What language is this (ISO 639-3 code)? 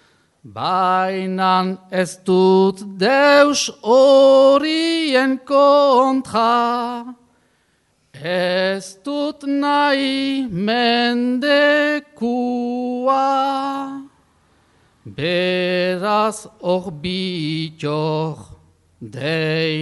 eus